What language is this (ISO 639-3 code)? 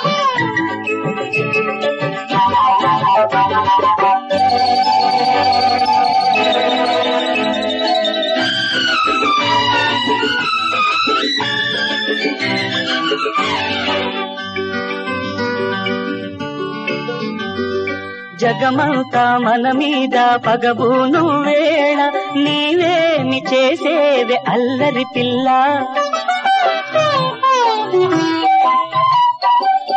tel